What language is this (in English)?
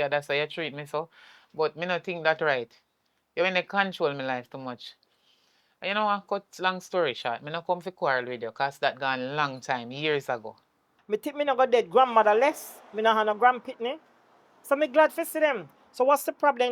Jamaican Creole English